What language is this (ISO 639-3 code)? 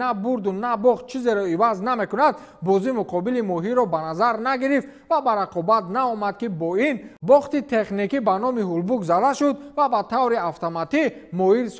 tgk